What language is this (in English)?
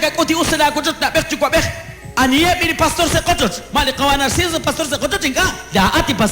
Kekchí